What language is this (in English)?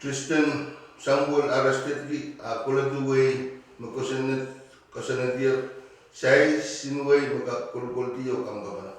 Pohnpeian